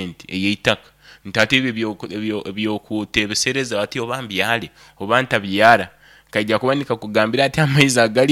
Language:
Nyoro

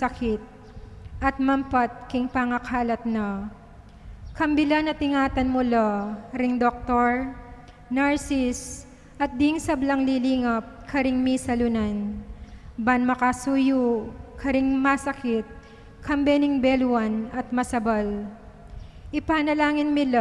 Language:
Pampanga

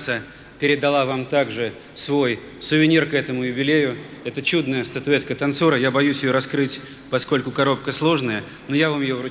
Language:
Russian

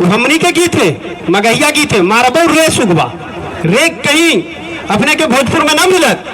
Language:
Magahi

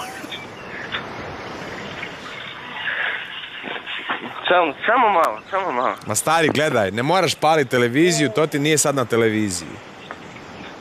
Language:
Croatian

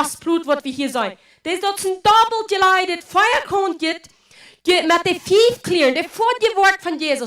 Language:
Plautdietsch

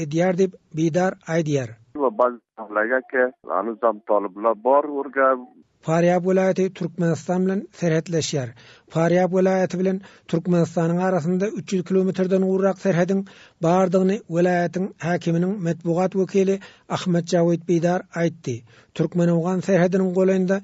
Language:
Turkmen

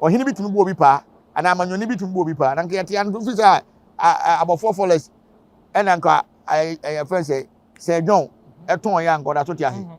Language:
Akan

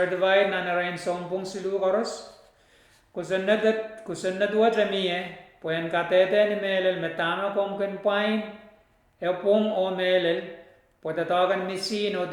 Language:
Pohnpeian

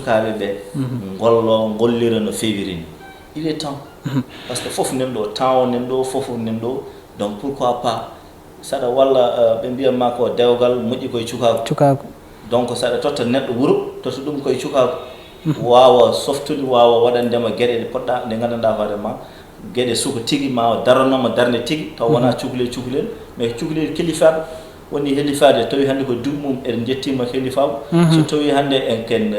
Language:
Fula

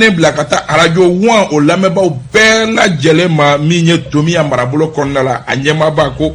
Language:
Bambara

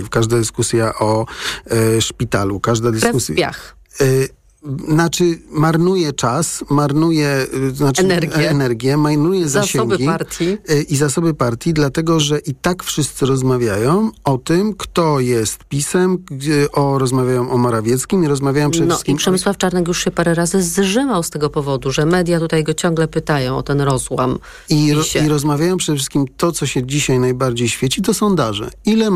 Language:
Polish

